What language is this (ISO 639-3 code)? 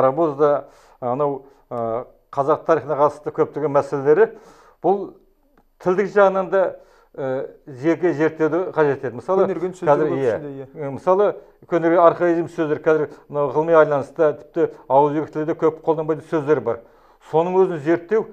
kaz